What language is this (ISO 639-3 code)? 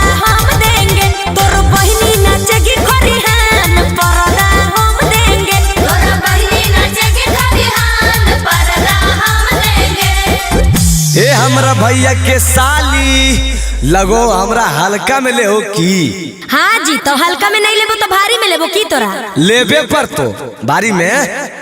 mag